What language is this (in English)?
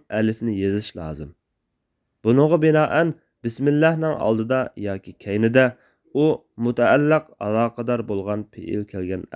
Uyghur